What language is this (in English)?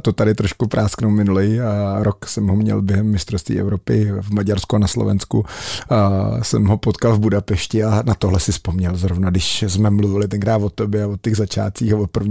Czech